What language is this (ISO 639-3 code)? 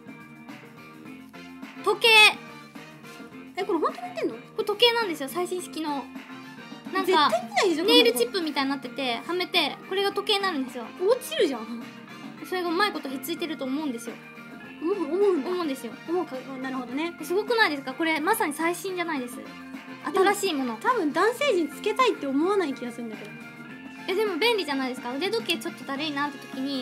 jpn